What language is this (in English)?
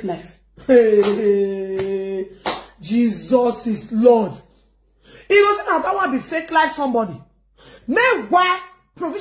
Nigerian Pidgin